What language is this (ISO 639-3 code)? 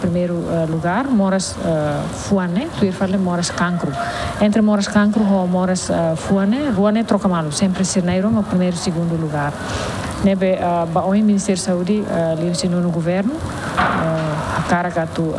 tet